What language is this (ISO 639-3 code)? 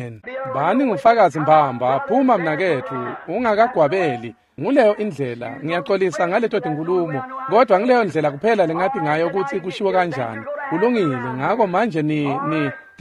ssw